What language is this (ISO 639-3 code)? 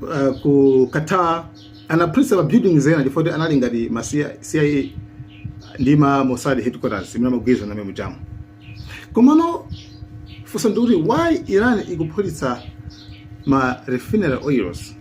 nya